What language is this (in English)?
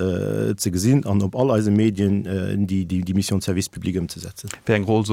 Luxembourgish